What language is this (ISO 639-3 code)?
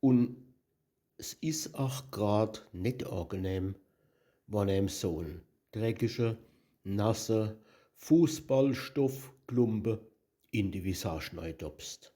pfl